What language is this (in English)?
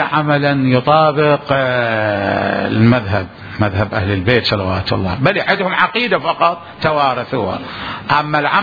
Mesopotamian Arabic